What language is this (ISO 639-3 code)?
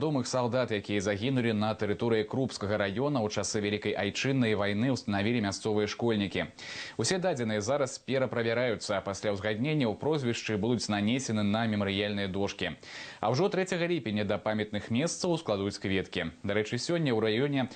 bel